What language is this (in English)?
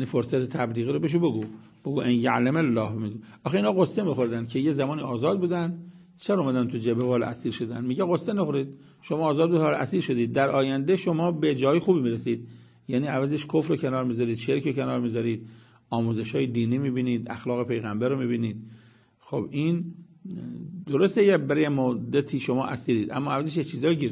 Persian